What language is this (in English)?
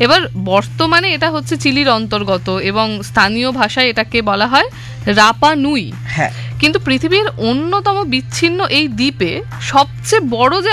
Bangla